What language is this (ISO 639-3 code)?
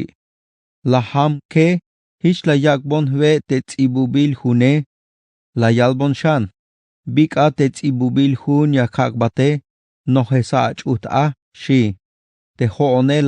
tzh